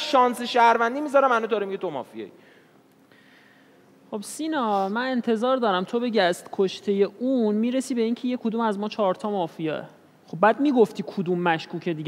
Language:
Persian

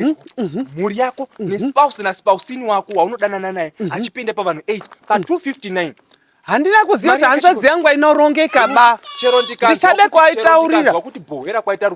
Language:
Shona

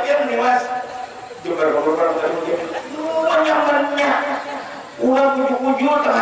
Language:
Banjar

